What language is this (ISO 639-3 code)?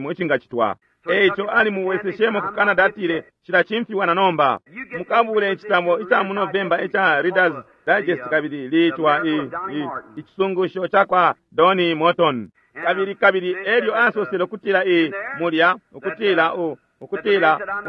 bem